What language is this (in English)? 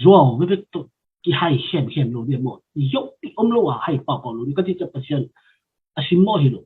Tedim Chin